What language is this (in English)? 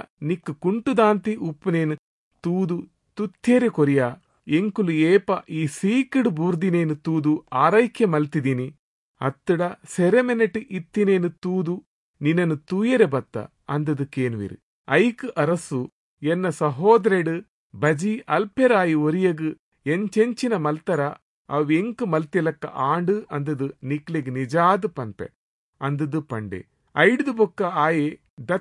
Tulu